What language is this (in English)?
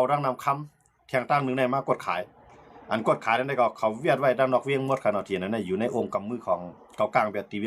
Shan